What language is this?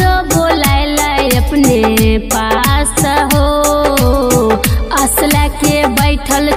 Bhojpuri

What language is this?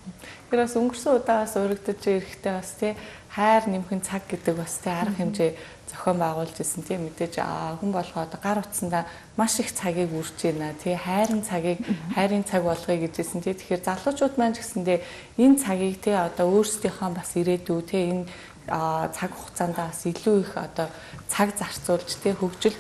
Mongolian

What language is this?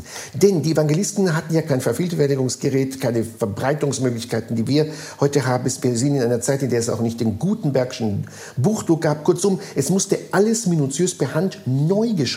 German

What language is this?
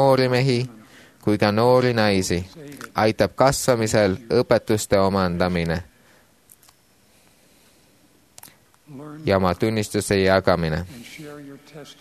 Estonian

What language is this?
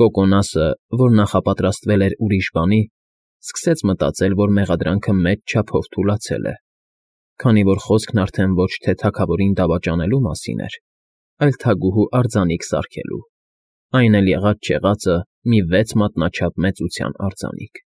Armenian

